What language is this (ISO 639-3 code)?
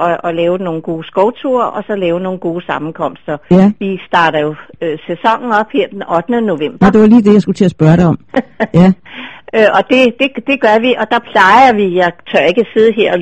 dan